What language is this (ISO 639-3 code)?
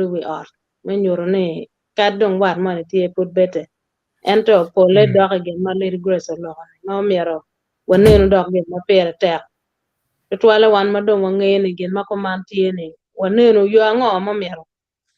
ach